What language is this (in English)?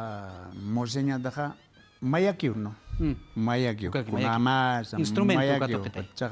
Aymara